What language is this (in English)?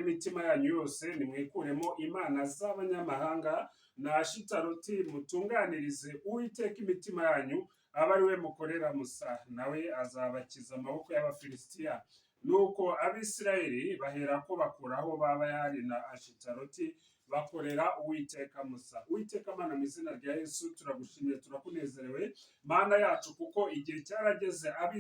Kinyarwanda